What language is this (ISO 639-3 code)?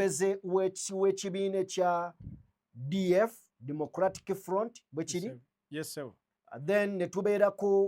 lug